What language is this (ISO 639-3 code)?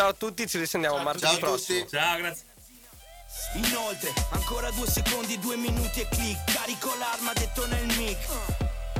ita